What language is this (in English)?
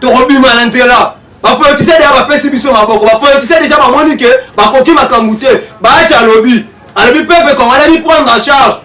Lingala